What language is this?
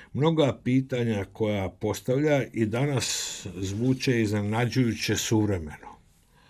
Croatian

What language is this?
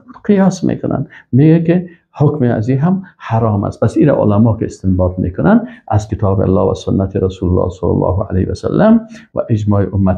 Persian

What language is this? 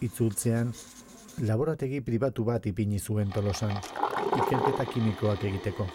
Basque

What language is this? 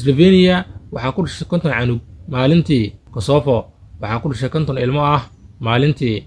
Somali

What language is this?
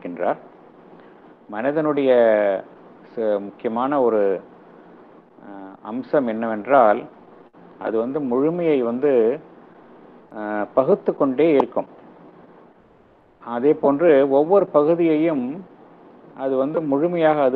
Tamil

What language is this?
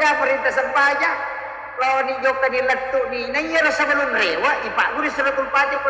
Buginese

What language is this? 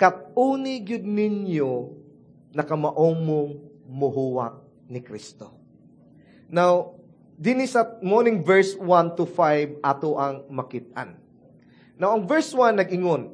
Cebuano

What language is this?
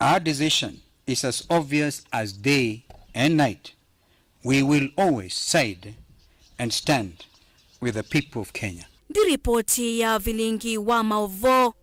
Kamba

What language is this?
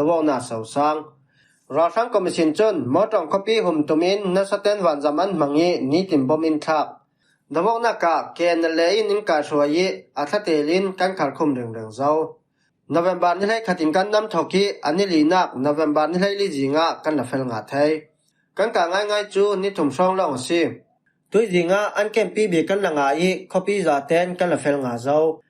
Falam Chin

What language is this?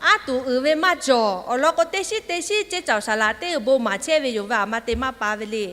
Lahu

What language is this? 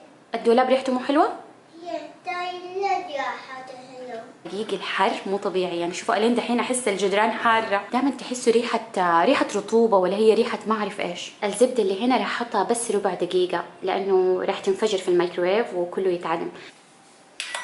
Hijazi Arabic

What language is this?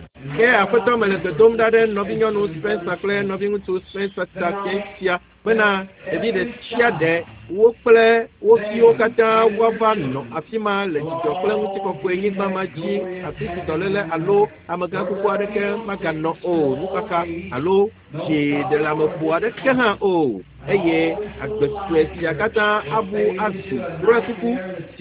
Ewe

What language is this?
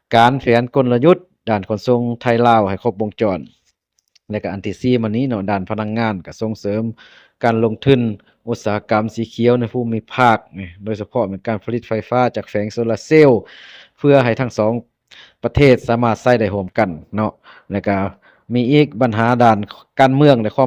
Lao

